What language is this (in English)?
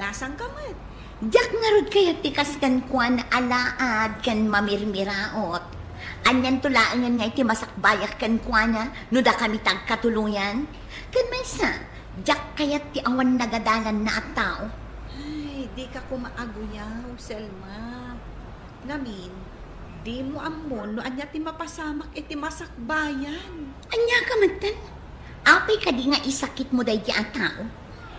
Iloko